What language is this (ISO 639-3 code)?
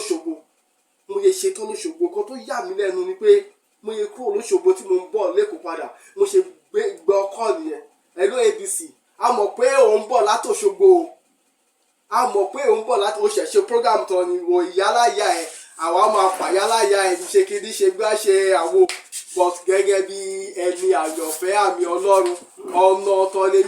yor